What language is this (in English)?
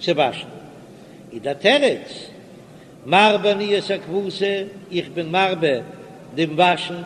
Yiddish